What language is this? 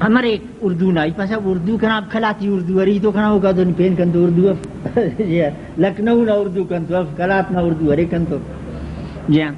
Brahui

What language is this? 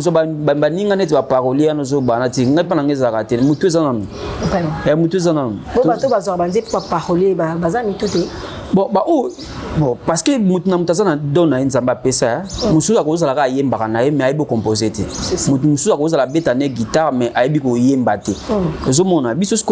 Lingala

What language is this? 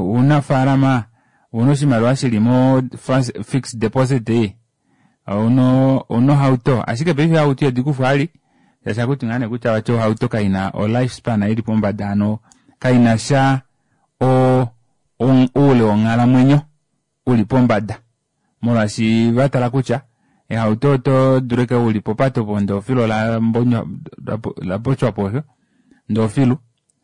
Kuanyama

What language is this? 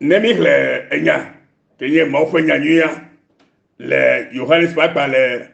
Ewe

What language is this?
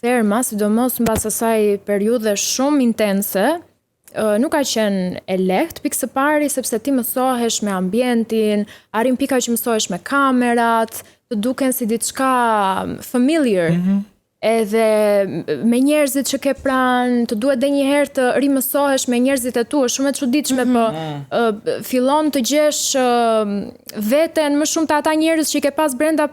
Albanian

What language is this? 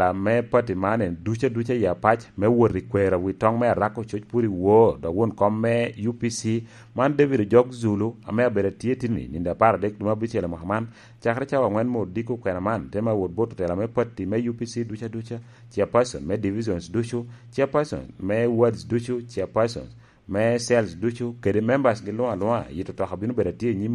Lango (Uganda)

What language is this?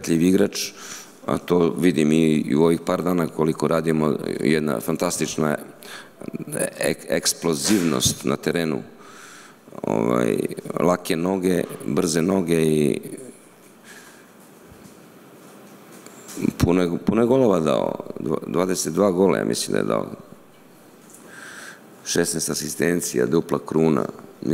Serbian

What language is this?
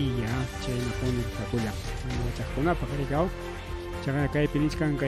Ayacucho Quechua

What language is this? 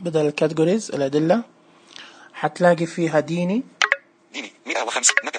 Najdi Arabic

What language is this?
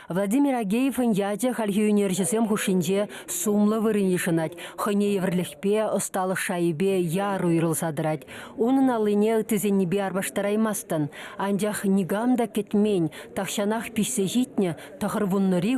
Chuvash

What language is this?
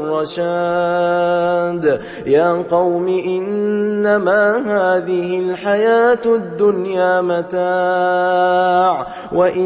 Arabic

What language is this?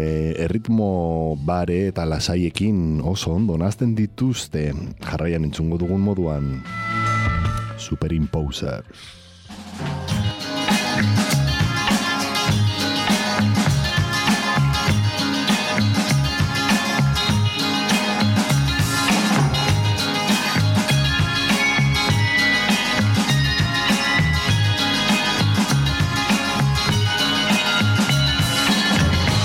Basque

